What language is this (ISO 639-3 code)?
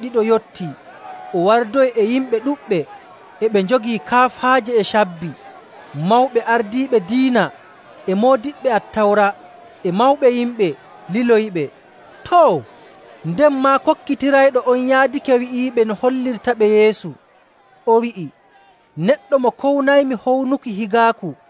fuv